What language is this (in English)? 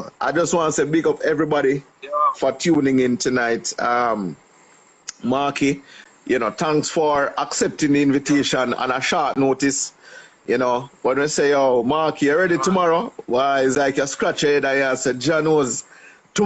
Jamaican Creole English